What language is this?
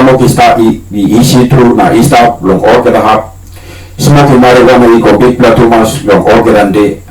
Tok Pisin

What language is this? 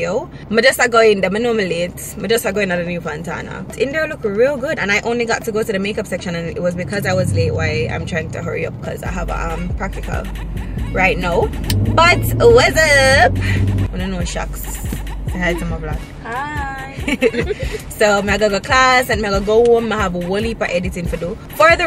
Jamaican Creole English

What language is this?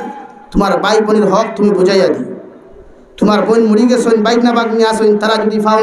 Sylheti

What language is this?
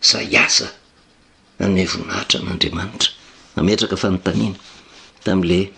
Malagasy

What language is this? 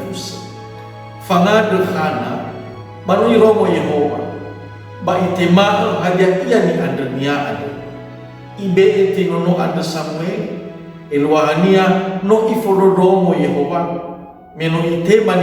Nias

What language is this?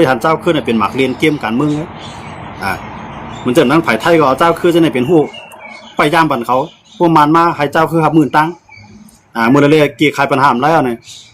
Shan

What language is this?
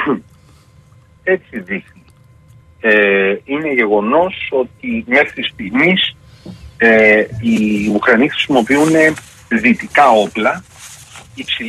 Greek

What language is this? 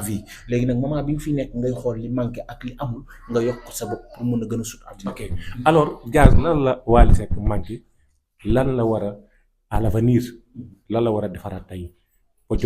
Wolof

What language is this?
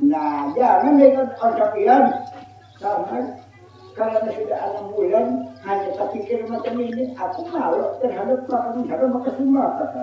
Banjar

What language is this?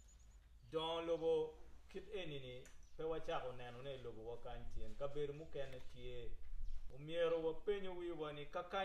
Acoli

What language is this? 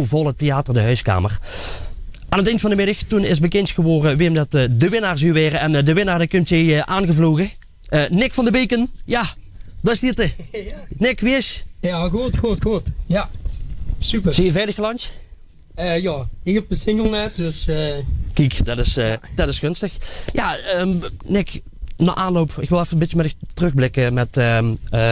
Limburgish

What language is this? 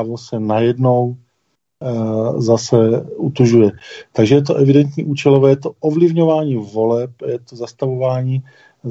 Czech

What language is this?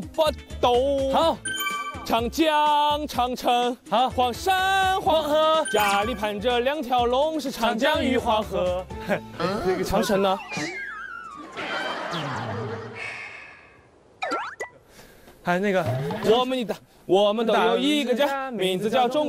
Chinese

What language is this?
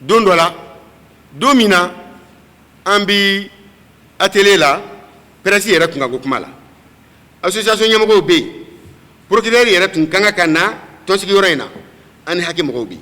Bambara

